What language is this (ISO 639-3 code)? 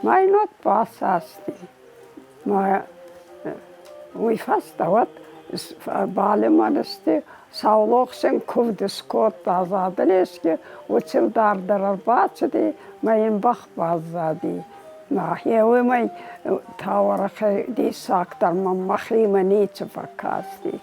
oss